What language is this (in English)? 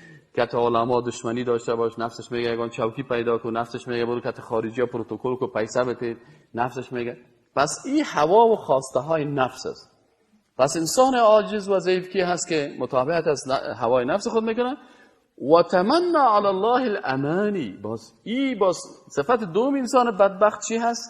Persian